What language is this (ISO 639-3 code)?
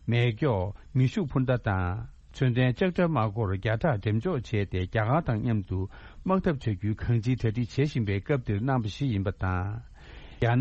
bod